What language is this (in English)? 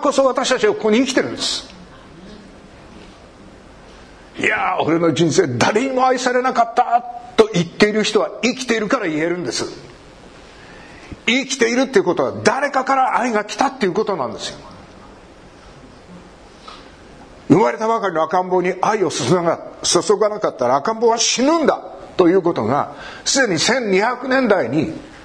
Japanese